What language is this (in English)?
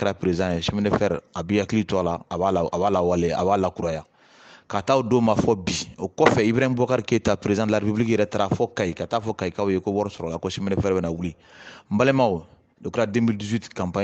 Bambara